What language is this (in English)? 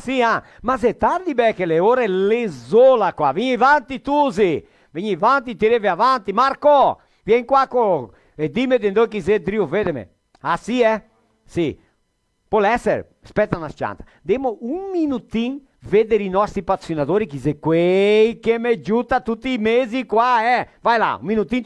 Venetian